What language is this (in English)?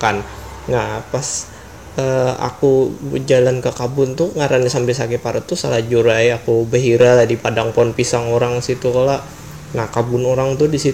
Banjar